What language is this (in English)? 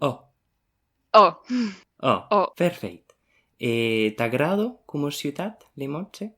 Occitan